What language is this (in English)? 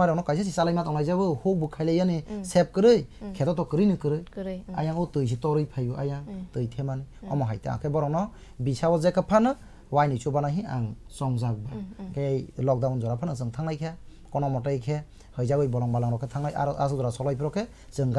Kok Borok